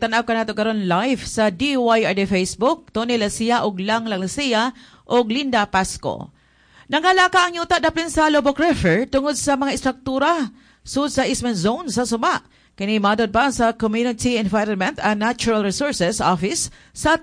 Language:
Cebuano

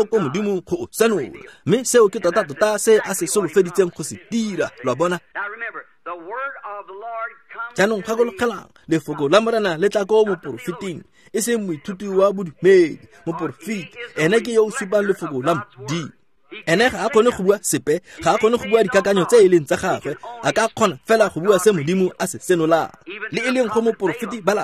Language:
Tswana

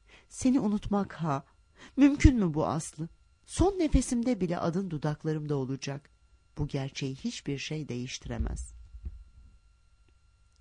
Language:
Turkish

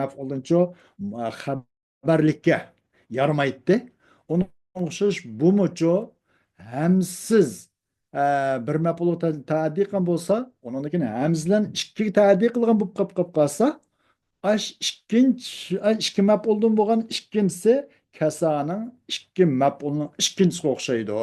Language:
Uyghur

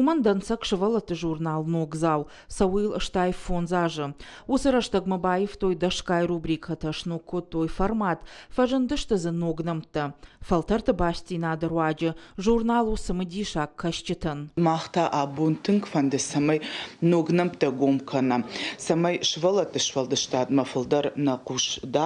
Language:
Ossetic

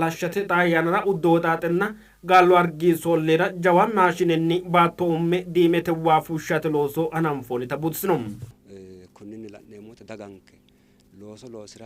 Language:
Sidamo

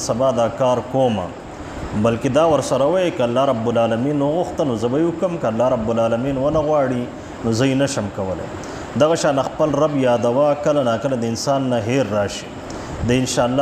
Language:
Pashto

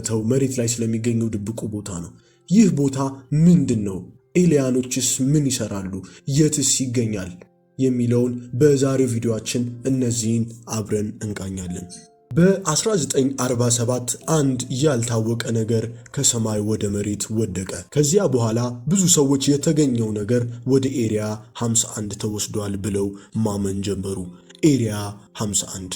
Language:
Amharic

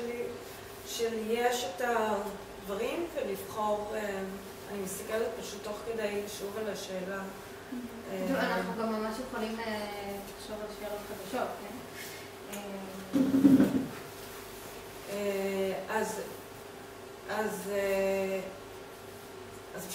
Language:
Hebrew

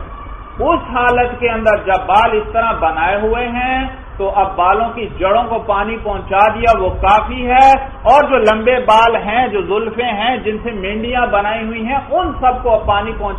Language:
Urdu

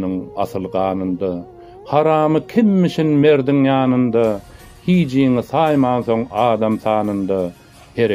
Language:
Turkmen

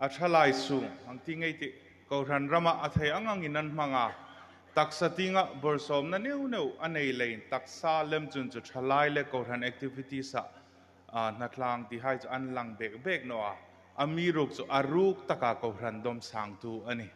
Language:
Hmar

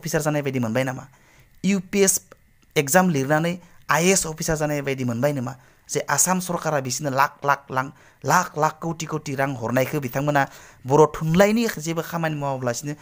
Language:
Bodo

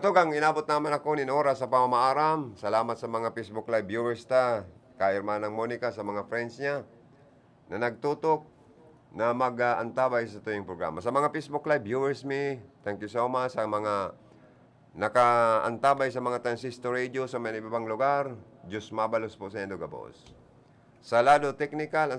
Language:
Bikol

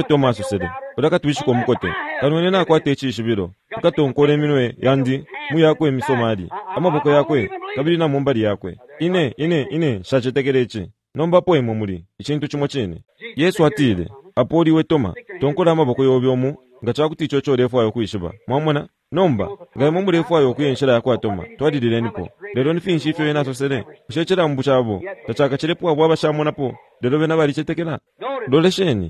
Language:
Bemba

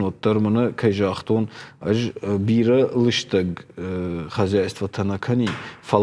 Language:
Ossetic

